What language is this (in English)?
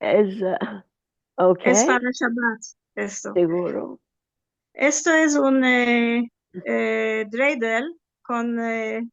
Ladino